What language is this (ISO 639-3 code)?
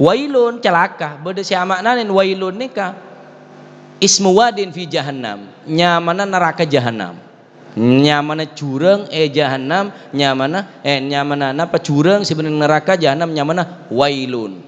mad